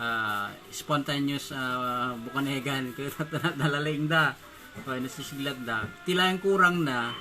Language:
Iloko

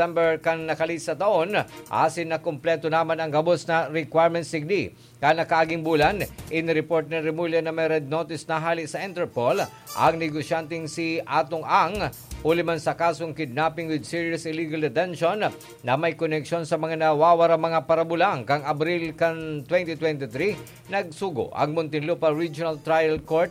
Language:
Bikol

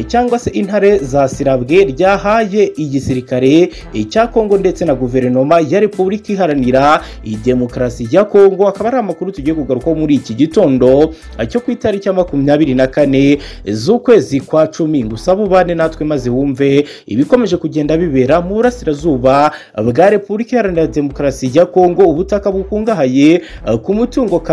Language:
Kinyarwanda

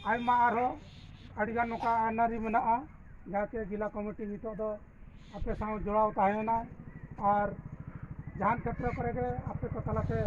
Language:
Santali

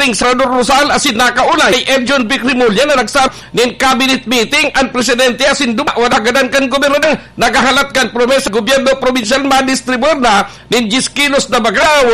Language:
Bikol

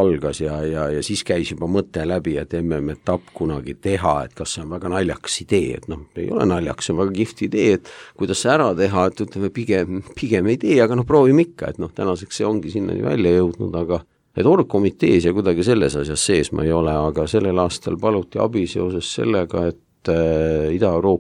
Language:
Estonian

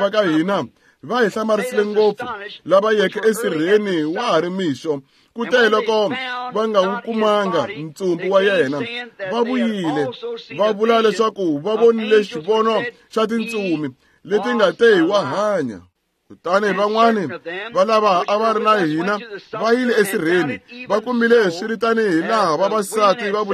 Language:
Tsonga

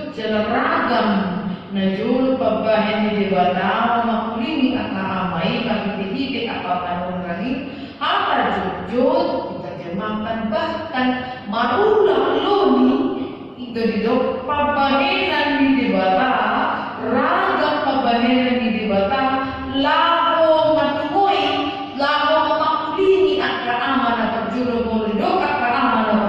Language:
Batak Toba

